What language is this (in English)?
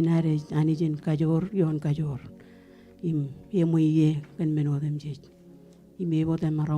Marshallese